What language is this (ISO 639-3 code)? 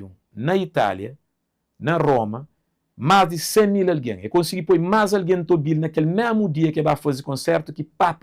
kea